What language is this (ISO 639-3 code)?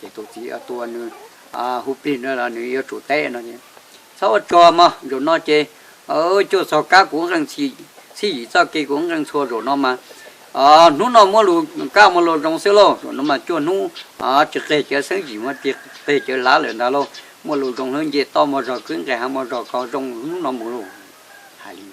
hmn